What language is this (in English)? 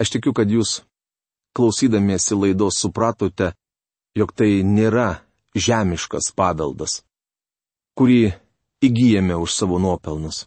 Lithuanian